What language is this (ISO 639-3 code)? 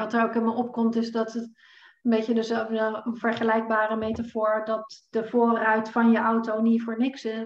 nld